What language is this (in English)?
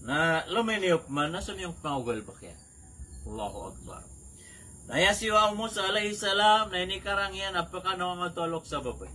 Maranao